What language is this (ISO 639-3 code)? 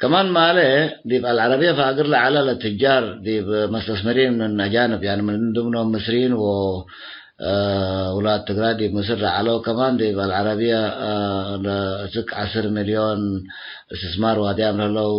tig